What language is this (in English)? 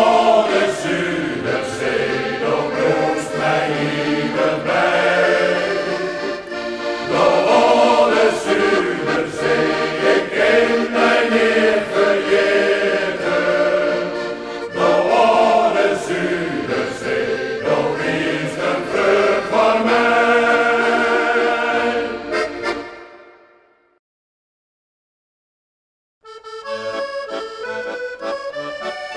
Dutch